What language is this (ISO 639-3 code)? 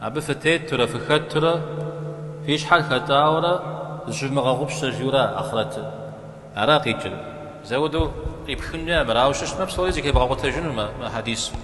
kbd